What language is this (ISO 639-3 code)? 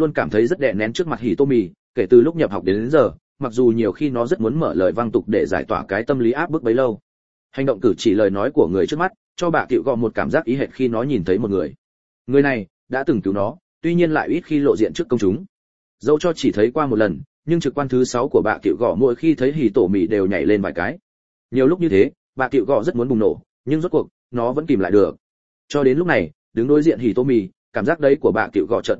vie